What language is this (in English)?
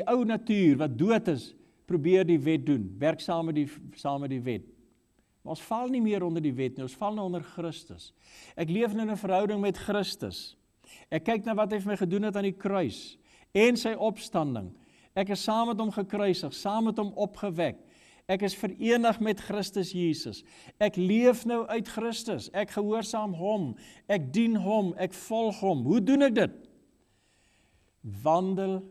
Afrikaans